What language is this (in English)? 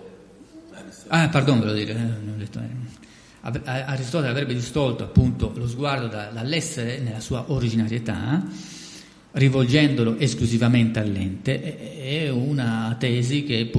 Italian